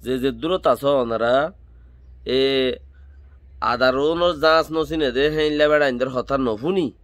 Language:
Rohingya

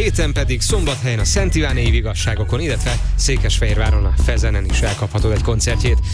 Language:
Hungarian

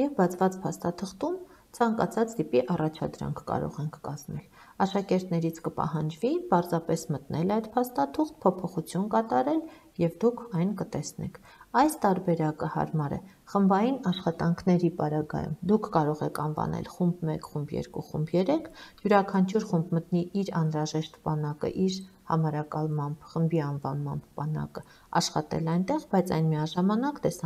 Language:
Armenian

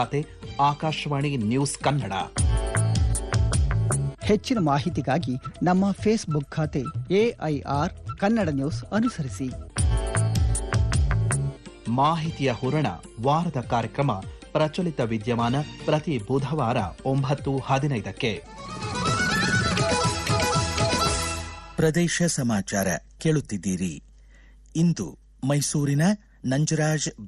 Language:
Kannada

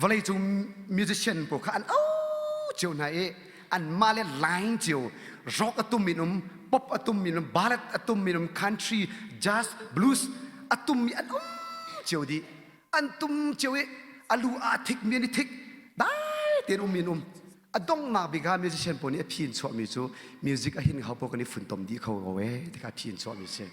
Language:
Hakha Chin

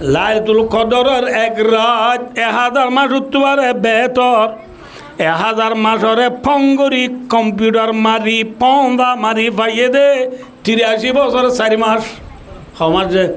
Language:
Rohingya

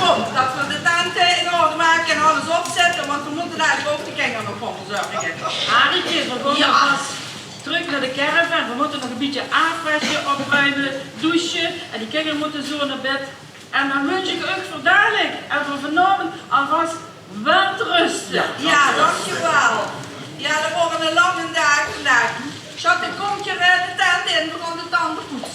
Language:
Limburgish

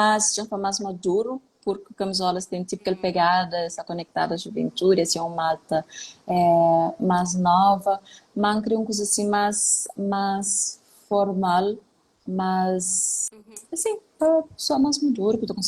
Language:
Kabuverdianu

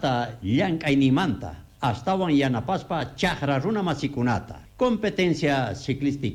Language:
South Bolivian Quechua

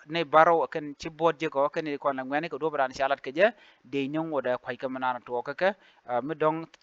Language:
Nuer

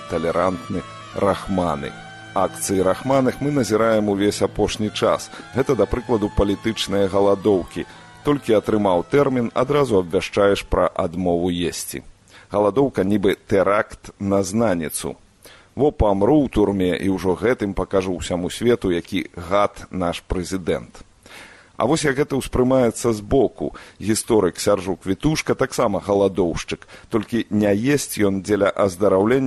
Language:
Belarusian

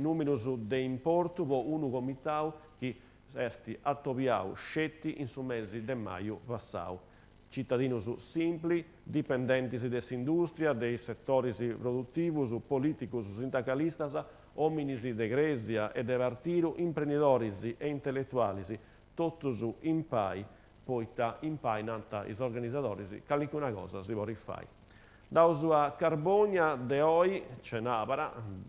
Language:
Sardinian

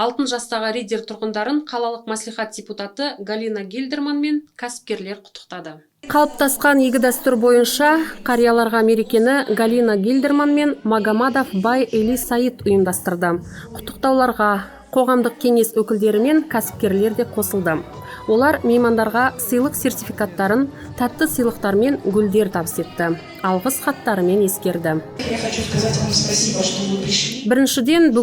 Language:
Kazakh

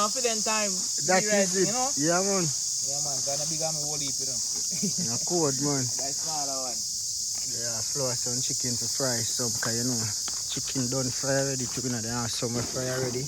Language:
Jamaican Creole English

